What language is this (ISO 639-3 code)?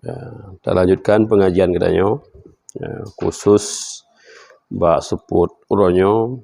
ace